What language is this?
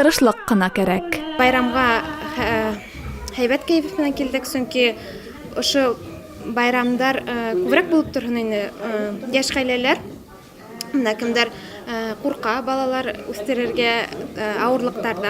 Bashkir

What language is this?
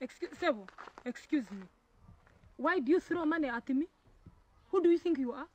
Nigerian Pidgin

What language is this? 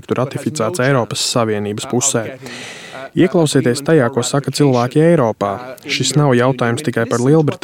Latvian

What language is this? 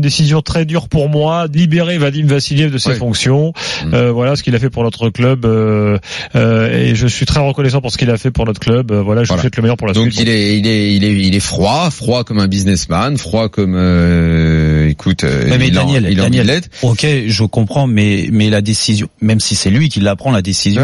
French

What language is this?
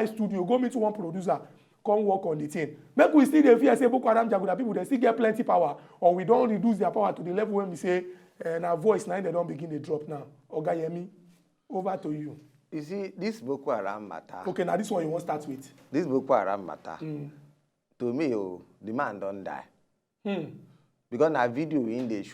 Nigerian Pidgin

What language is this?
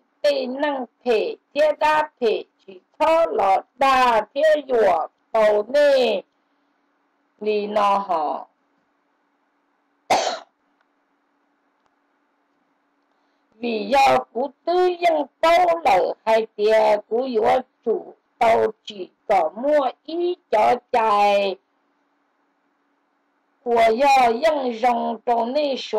Vietnamese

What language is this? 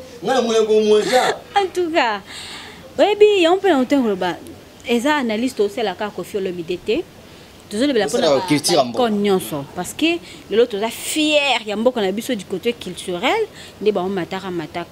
Lingala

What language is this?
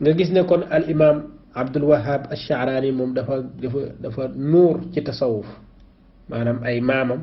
Wolof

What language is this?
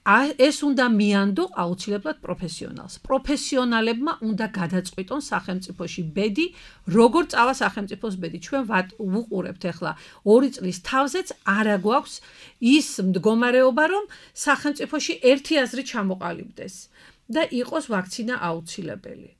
Georgian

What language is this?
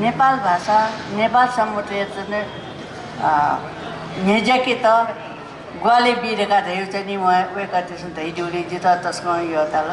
Newari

